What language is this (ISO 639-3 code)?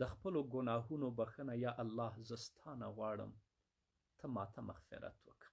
pus